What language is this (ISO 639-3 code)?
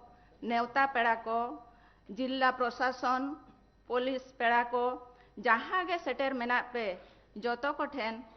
sat